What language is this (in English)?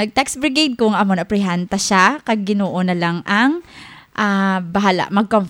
Hiligaynon